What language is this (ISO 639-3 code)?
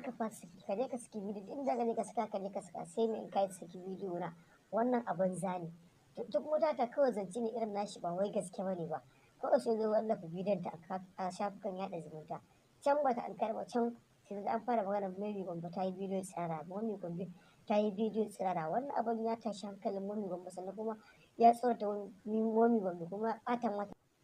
hau